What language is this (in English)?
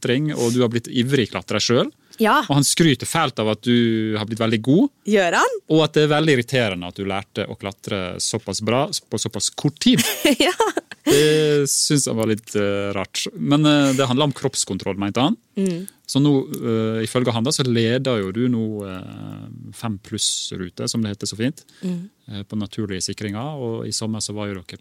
Norwegian